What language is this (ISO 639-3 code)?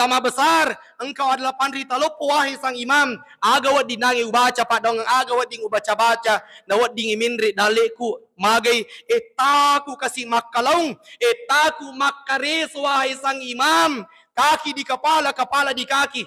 bug